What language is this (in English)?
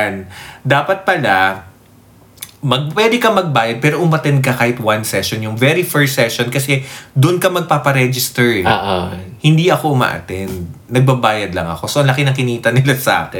Filipino